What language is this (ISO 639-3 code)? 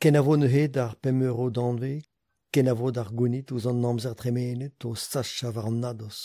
bre